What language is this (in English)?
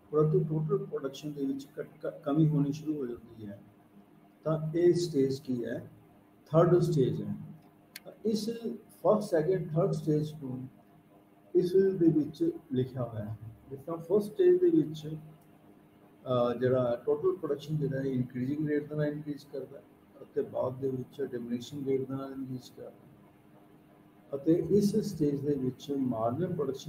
Punjabi